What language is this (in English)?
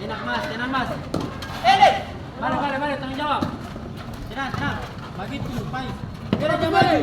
Ambonese Malay